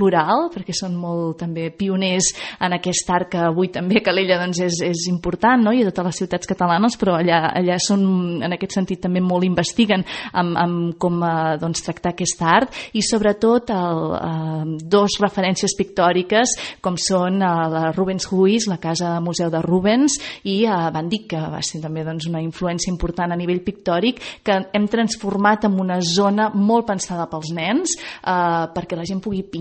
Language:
Catalan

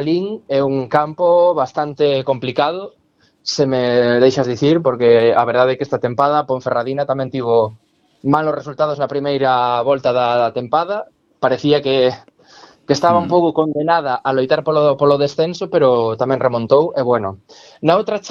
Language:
Galician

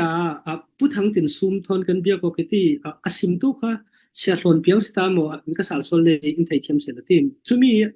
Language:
Falam Chin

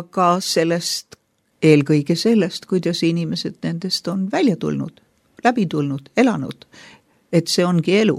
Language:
Estonian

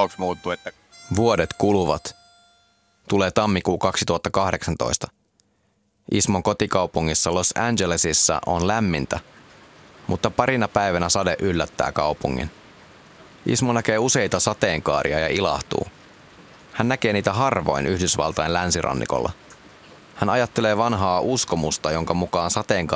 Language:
Finnish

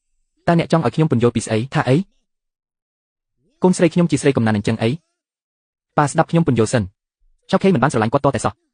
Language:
Khmer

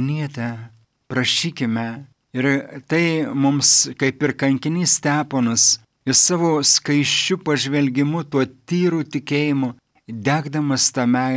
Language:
Lithuanian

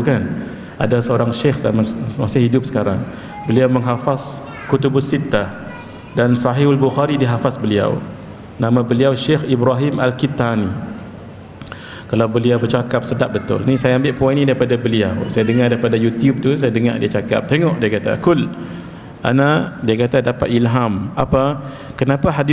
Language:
Malay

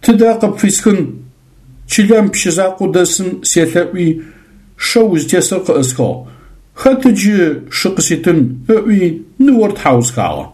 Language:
Adyghe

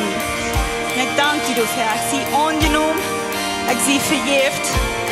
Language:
Plautdietsch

